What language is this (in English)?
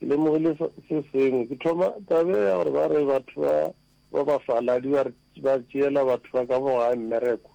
Northern Sotho